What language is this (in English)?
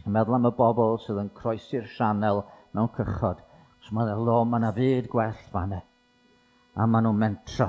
Welsh